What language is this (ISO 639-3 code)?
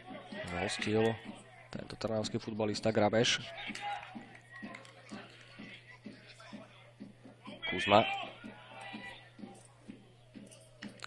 slk